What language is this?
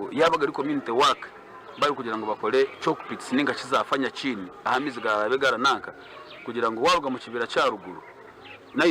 Nyankole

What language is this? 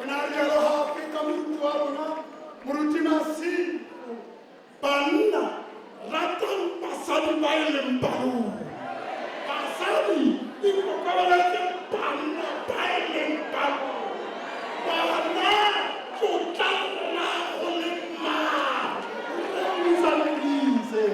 Tswana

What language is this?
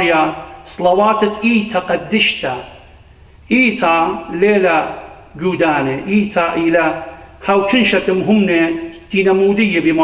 Assyrian Neo-Aramaic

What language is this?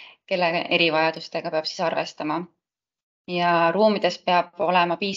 Estonian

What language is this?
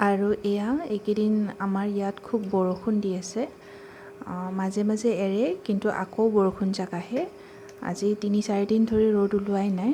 Assamese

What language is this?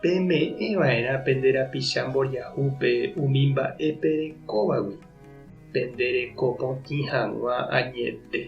Guarani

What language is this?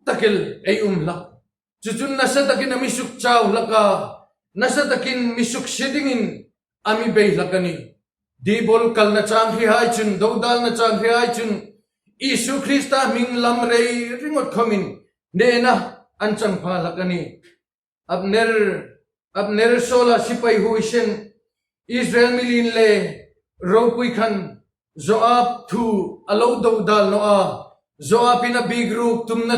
Hmar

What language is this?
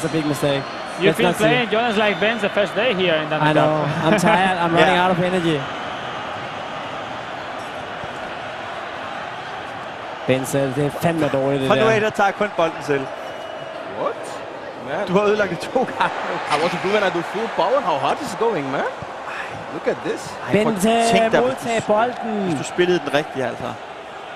Danish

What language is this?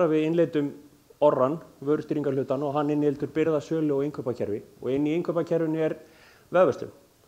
Icelandic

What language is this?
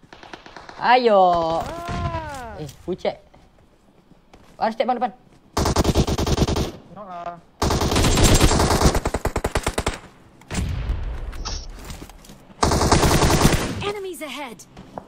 Malay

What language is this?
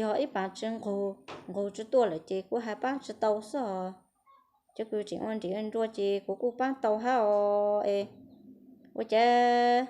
Hmong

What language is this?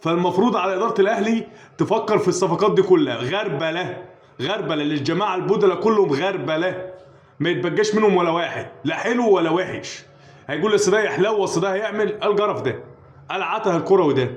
Egyptian Arabic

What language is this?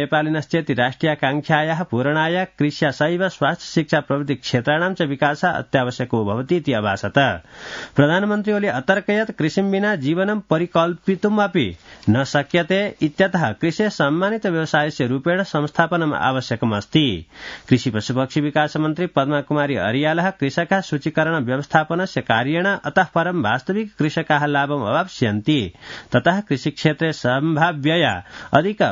Sanskrit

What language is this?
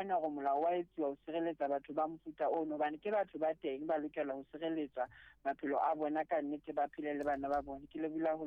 Southern Sotho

